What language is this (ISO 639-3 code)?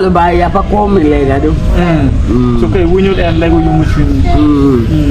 ach